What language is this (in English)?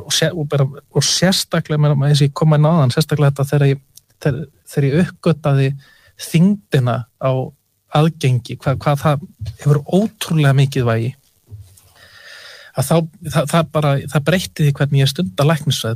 Icelandic